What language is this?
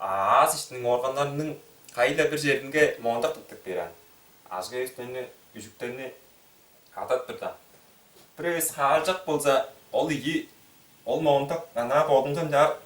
Tuvinian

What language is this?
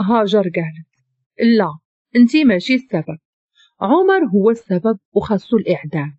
Moroccan Arabic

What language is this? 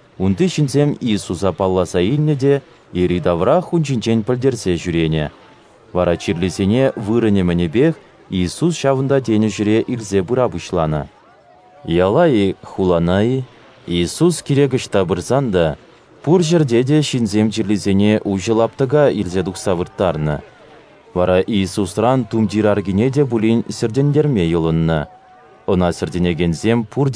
Chuvash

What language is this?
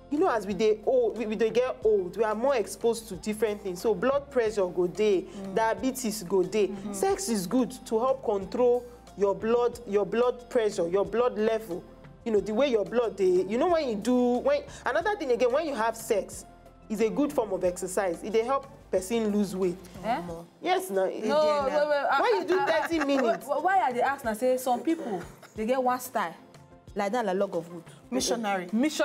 Nigerian Pidgin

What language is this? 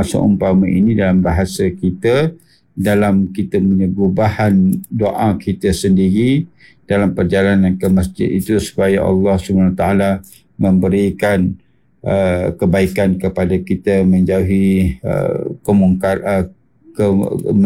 Malay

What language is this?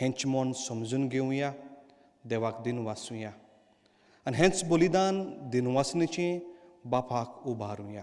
Konkani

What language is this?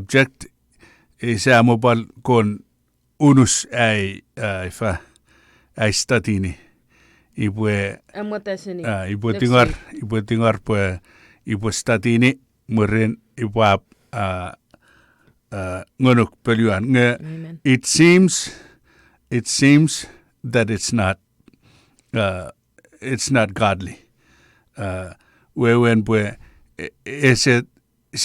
Chuukese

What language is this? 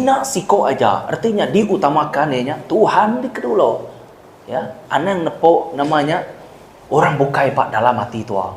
Iban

